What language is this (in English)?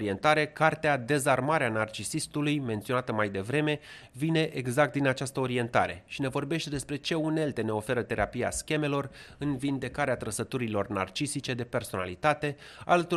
Romanian